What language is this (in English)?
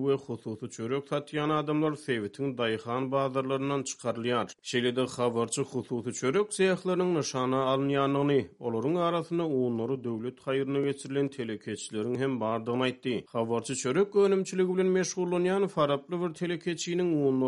Turkmen